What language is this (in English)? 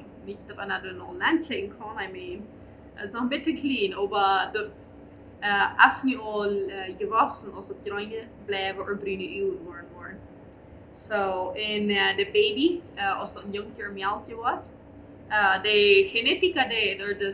Plautdietsch